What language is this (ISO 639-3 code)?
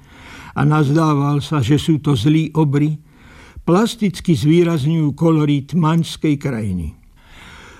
slk